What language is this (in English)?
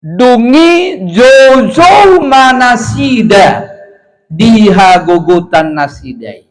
Batak Toba